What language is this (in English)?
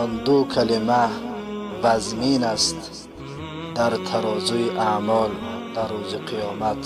Tajik